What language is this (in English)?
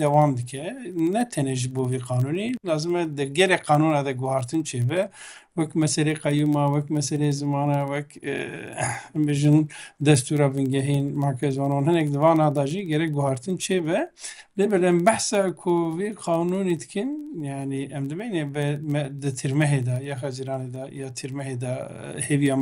Kurdish